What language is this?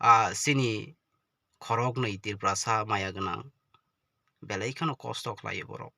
Kok Borok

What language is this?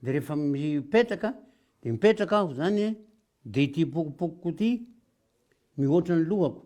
Malagasy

